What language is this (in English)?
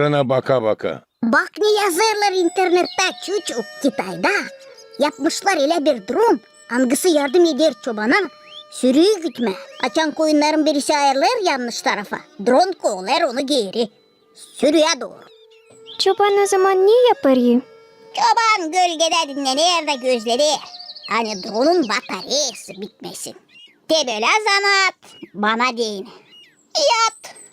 Gagauz